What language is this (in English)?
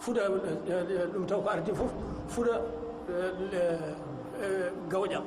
Fula